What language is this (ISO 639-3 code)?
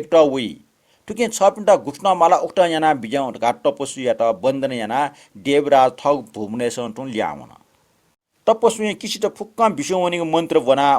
new